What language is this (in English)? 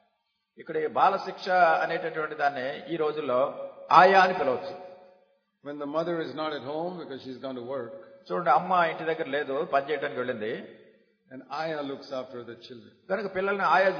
Telugu